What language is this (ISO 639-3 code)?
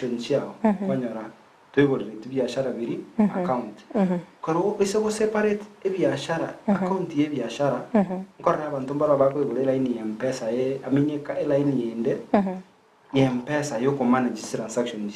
guz